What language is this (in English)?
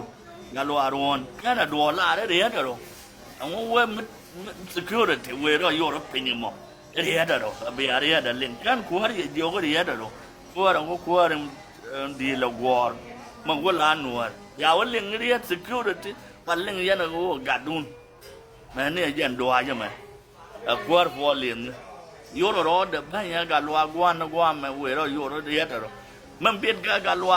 Nuer